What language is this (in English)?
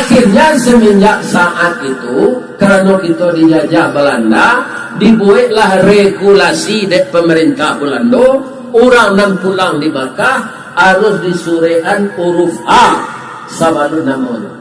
Minangkabau